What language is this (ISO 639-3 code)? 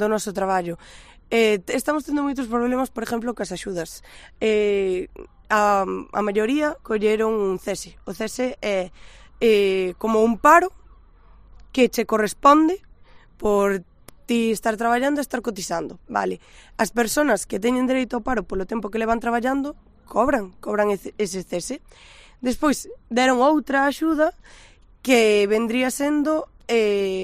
glg